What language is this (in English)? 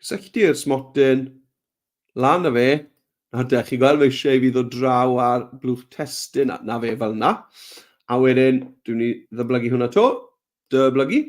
Welsh